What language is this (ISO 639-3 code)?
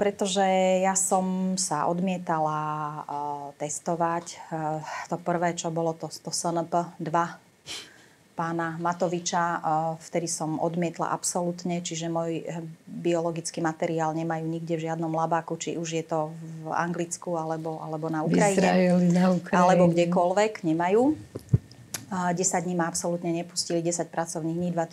slk